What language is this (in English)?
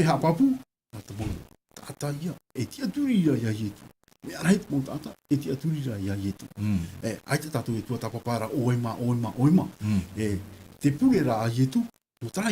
Tahitian